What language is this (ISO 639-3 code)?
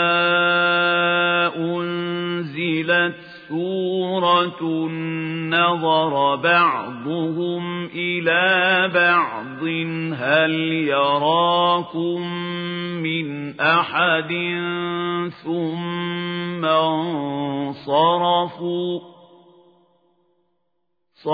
ara